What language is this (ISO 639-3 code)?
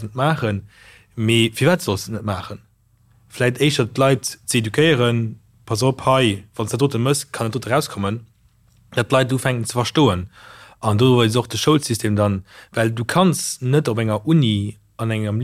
ltz